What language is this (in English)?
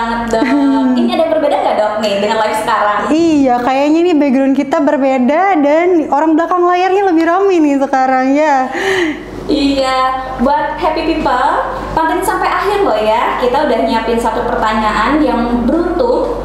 Indonesian